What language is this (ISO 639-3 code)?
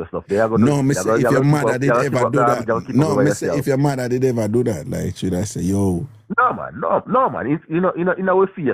jam